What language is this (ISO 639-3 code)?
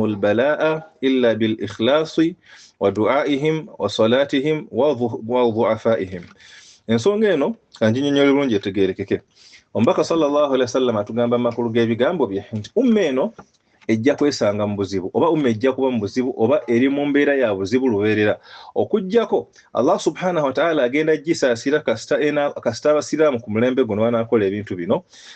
lug